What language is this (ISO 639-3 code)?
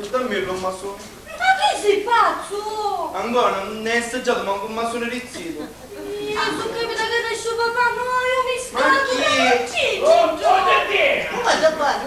scn